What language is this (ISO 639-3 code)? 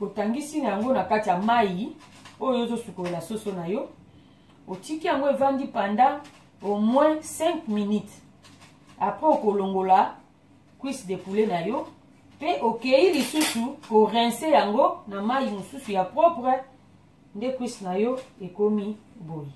lin